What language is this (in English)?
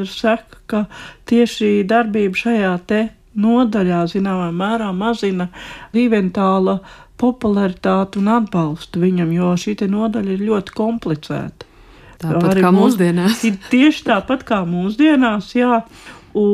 Latvian